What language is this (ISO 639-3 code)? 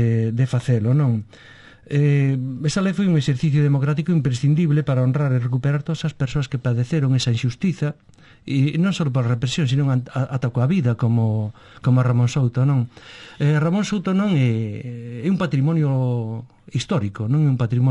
glg